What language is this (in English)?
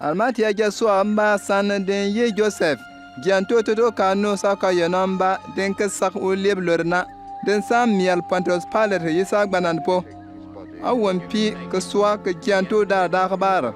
Bimoba